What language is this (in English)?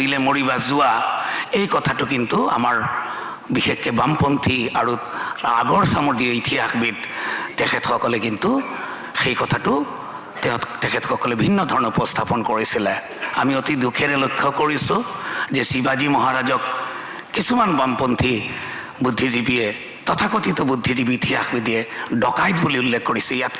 Assamese